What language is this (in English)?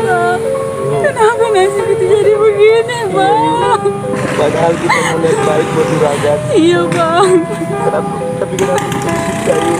Betawi